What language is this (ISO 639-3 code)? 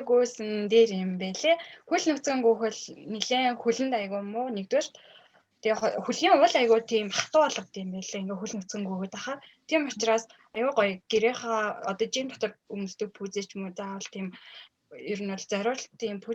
mon